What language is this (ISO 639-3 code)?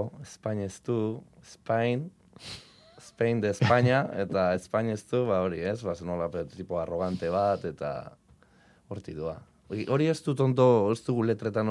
eus